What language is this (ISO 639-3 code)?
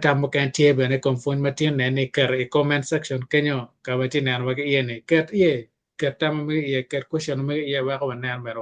ach